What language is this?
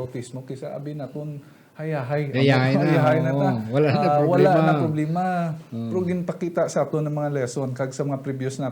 Hiligaynon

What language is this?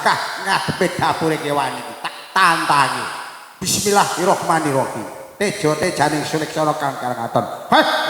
Javanese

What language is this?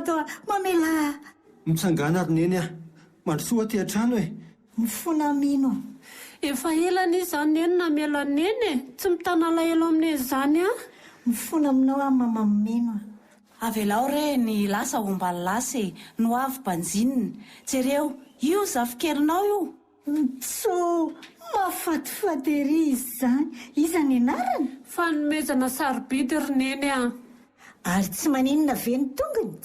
Malagasy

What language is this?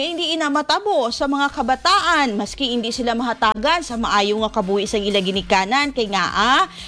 Hiligaynon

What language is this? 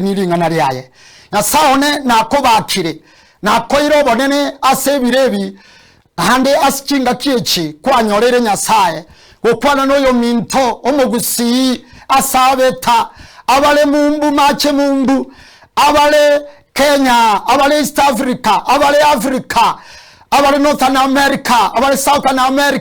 Gusii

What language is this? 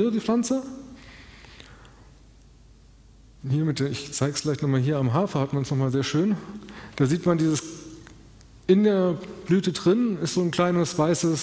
German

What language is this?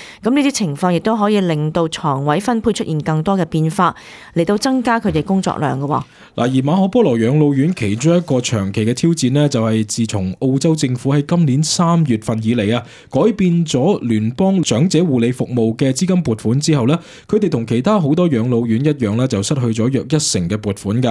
Cantonese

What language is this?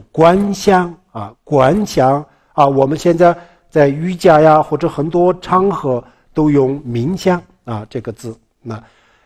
Chinese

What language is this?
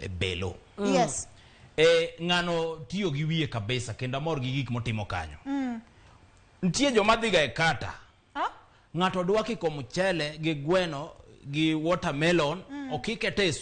Luo (Kenya and Tanzania)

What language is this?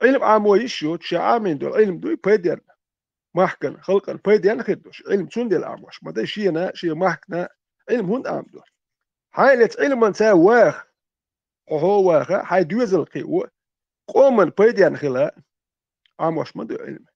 Chechen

